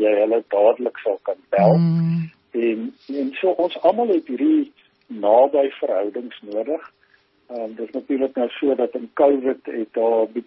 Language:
Afrikaans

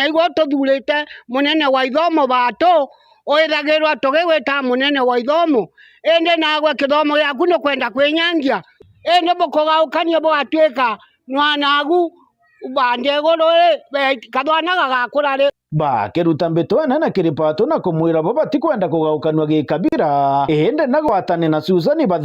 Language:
Meru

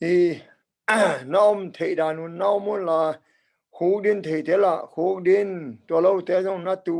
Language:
Tedim Chin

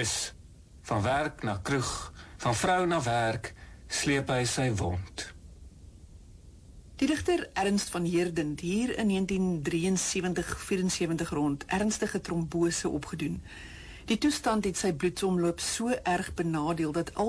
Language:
Afrikaans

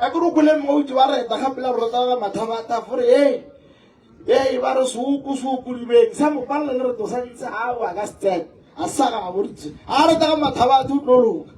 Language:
Northern Sotho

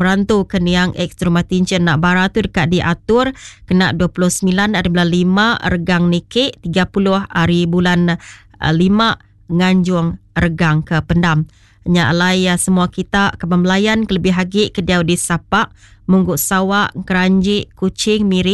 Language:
Iban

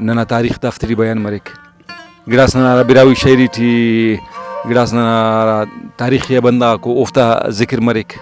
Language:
Brahui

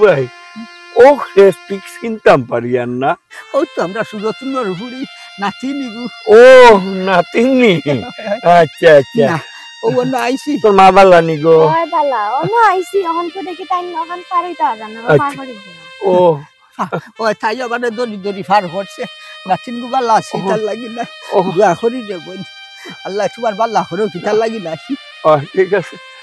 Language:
Sylheti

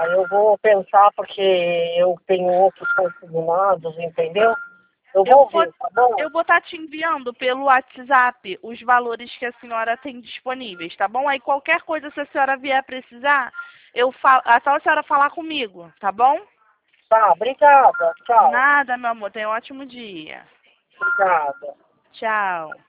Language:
Portuguese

